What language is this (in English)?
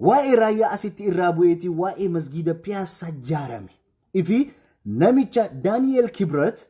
Oromo